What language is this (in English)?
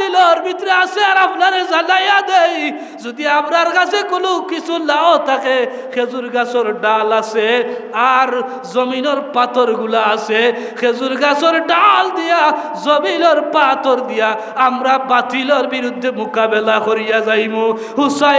Sylheti